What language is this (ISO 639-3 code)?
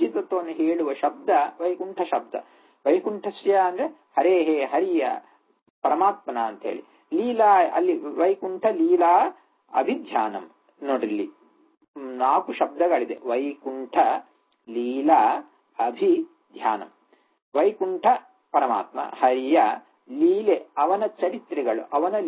kan